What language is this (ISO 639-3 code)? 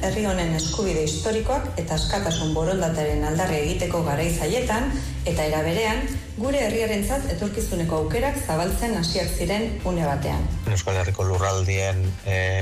eus